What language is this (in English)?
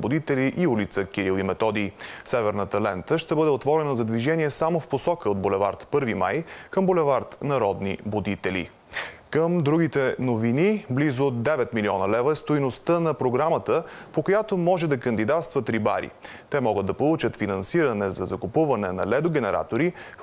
Bulgarian